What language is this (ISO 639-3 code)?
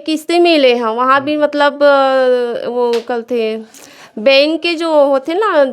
hne